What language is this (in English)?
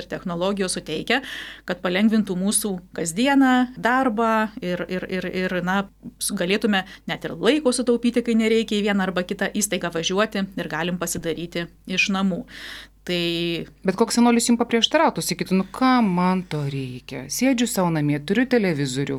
Lithuanian